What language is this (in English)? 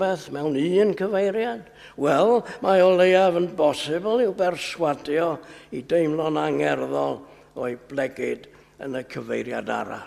Welsh